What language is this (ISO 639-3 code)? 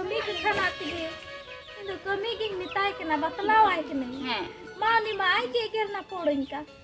sat